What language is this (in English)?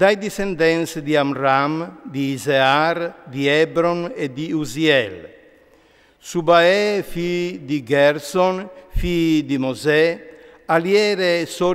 Friulian